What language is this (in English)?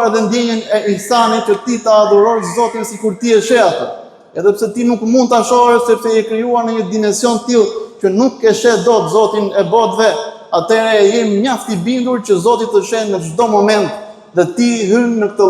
Albanian